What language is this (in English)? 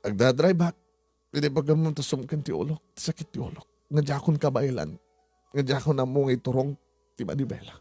Iloko